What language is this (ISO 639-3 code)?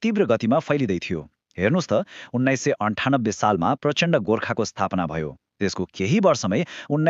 nep